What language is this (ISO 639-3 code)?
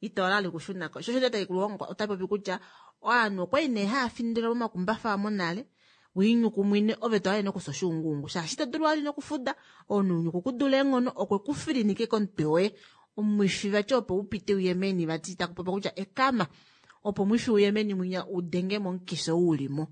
kua